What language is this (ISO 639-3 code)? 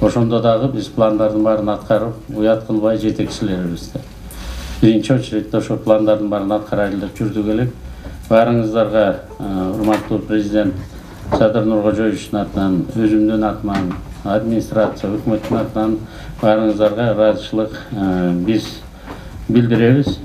kir